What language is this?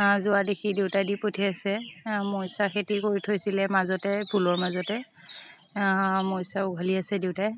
Assamese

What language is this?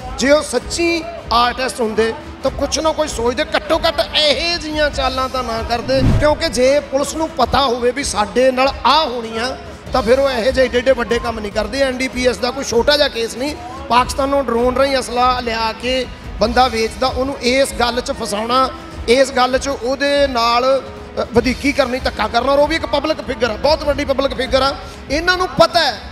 Punjabi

